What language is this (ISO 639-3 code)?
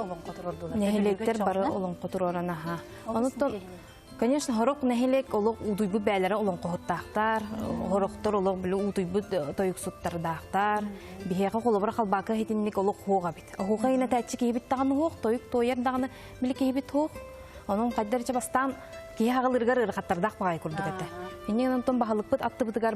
sah